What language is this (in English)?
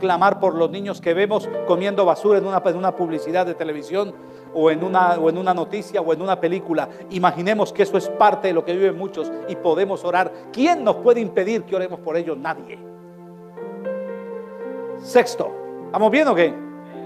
Spanish